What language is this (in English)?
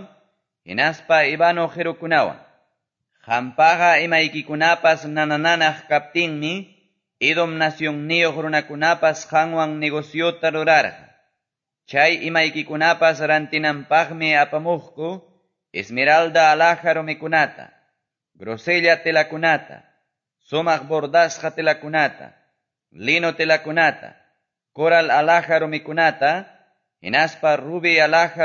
Quechua